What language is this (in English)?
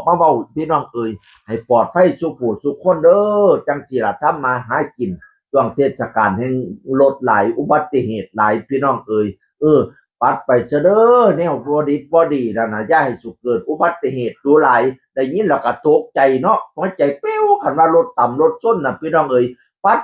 Northeastern Thai